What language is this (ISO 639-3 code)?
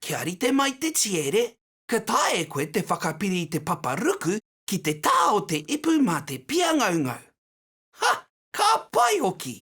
mri